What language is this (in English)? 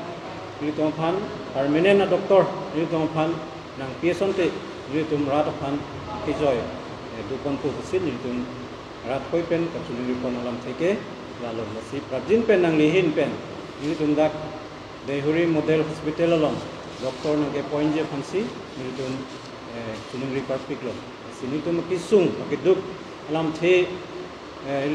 Karbi